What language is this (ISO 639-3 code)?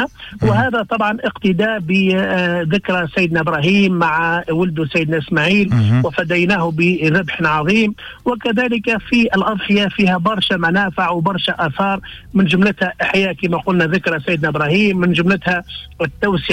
aeb